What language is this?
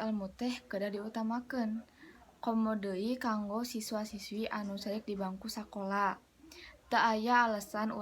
Sundanese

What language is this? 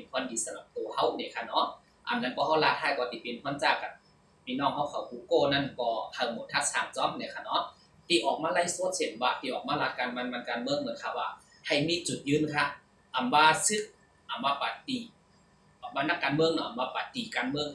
Shan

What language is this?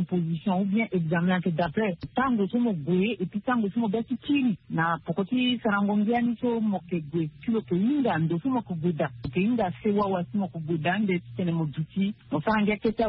Sango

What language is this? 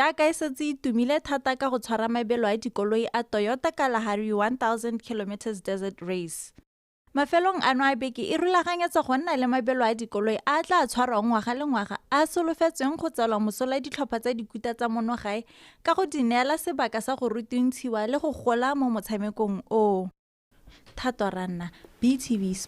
Tswana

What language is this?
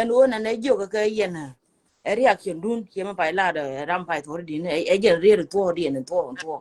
Nuer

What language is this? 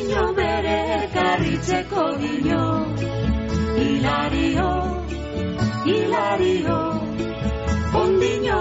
Basque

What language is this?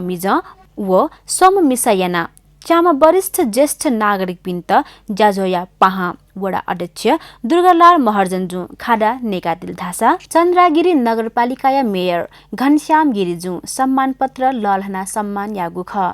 Newari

